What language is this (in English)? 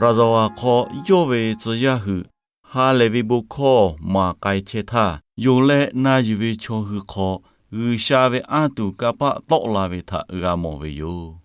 Lahu